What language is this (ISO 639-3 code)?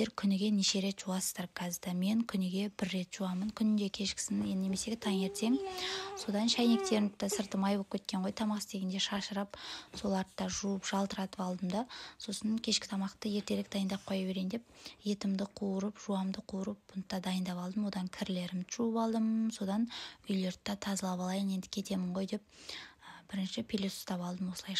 kaz